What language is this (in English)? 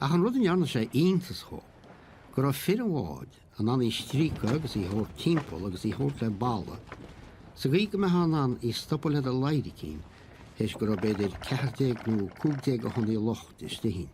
Irish